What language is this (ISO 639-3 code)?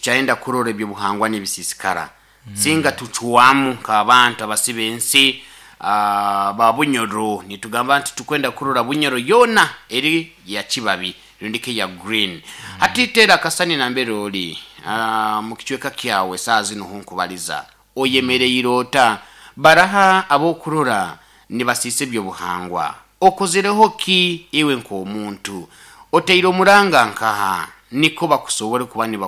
nyo